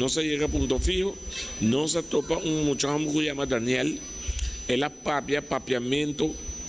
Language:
Papiamento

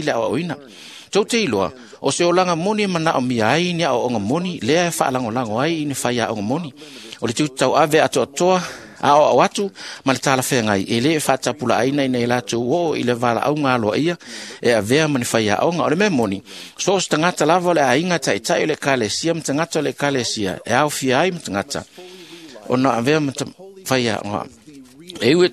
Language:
Samoan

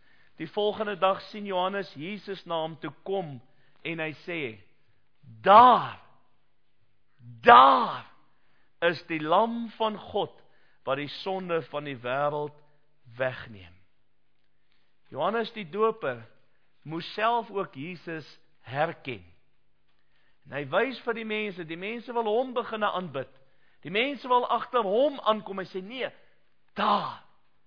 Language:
Afrikaans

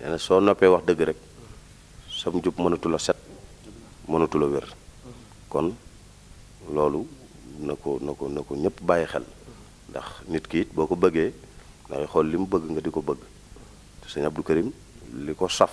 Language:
Wolof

